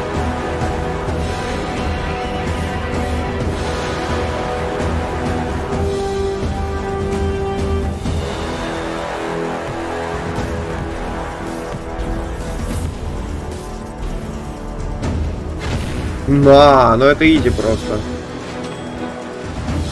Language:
Russian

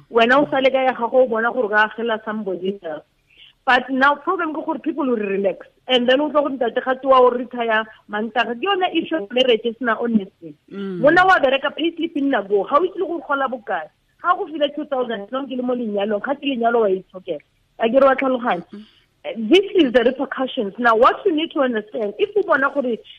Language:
Tswana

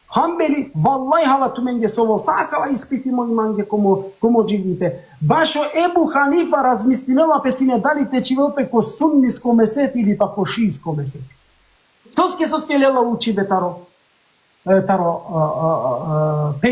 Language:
Balkan Romani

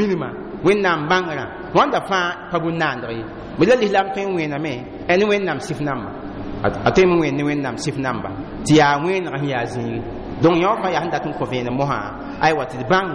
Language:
Mossi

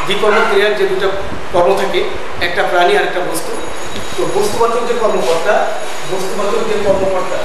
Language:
Bangla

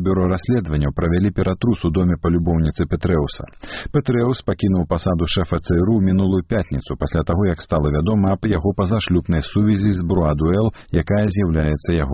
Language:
Belarusian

